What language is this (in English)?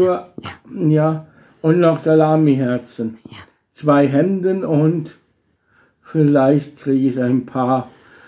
Bavarian